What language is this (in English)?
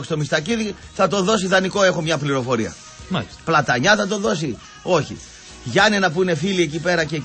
Greek